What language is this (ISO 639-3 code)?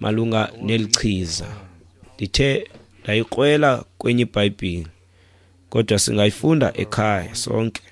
xho